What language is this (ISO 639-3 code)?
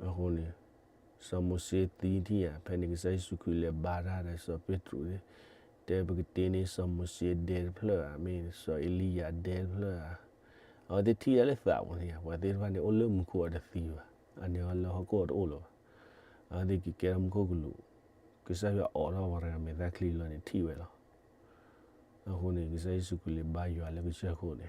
ksw